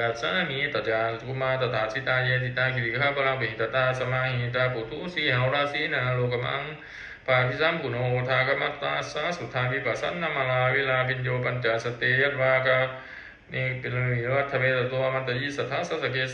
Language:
Pali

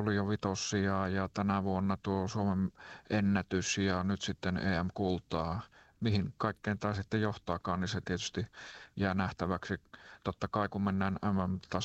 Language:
Finnish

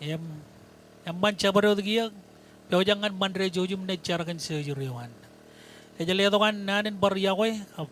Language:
Marshallese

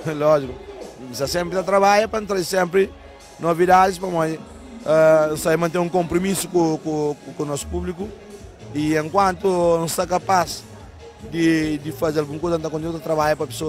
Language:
Kabuverdianu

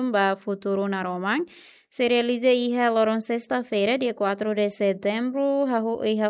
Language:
Tetum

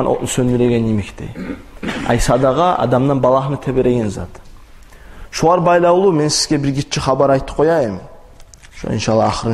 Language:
Kumyk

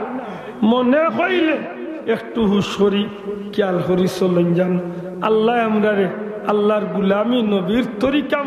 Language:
Sylheti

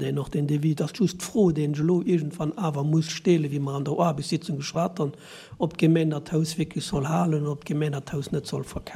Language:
Luxembourgish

